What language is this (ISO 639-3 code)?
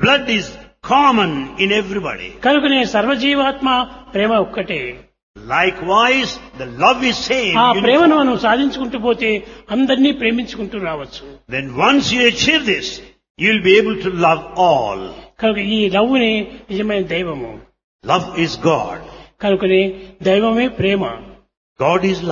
tel